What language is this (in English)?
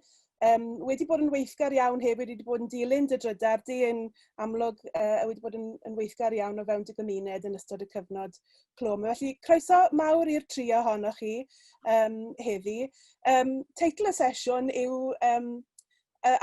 Welsh